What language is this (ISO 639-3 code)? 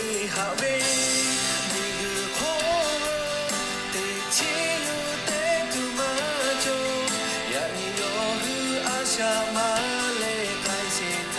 lhu